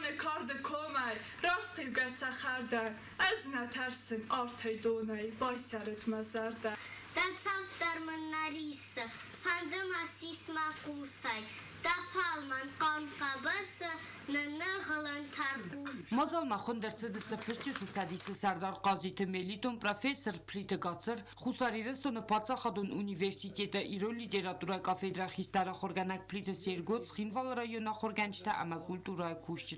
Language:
Ossetic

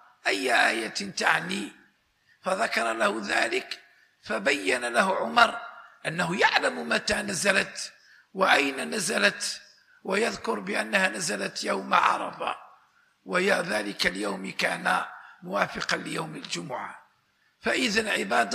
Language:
Arabic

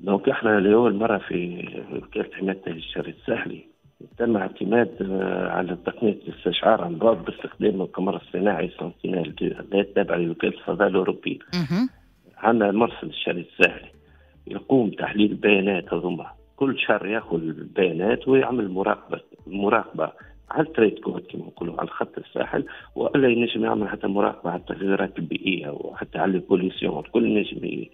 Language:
Tunisian Arabic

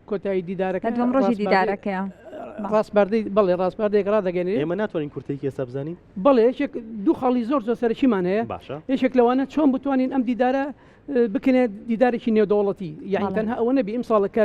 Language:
Central Kurdish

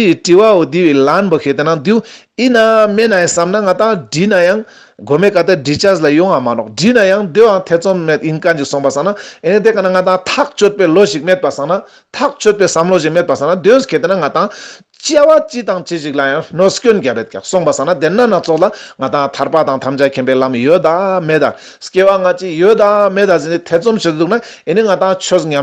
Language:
Ladakhi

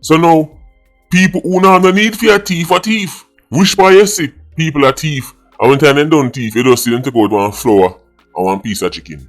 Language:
Jamaican Creole English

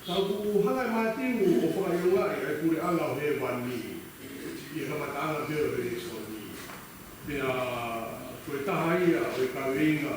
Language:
Tongan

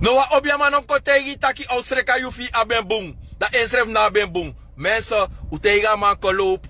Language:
Sranan Tongo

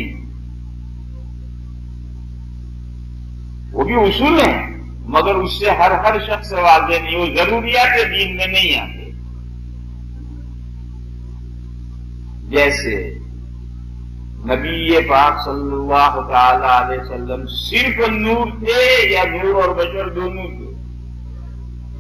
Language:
Urdu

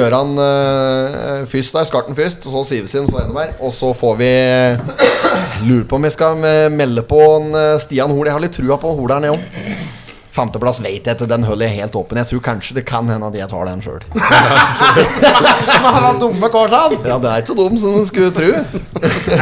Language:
Norwegian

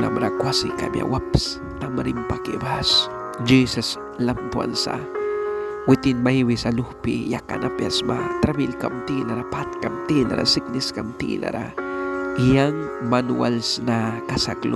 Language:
Mískito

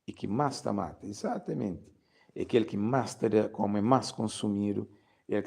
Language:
Kabuverdianu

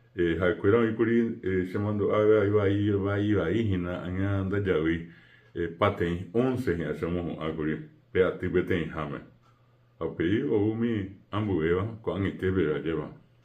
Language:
Guarani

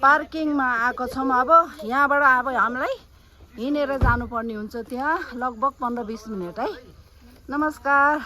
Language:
Nepali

